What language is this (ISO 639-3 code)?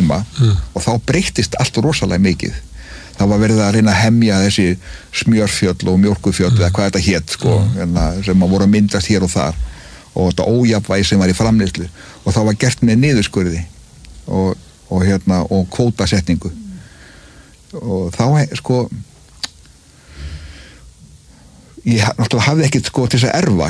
isl